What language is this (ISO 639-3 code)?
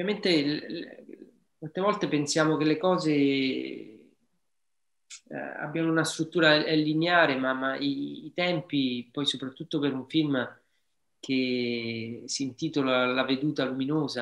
ita